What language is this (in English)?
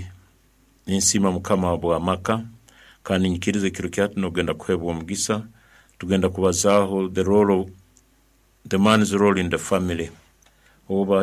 Nyankole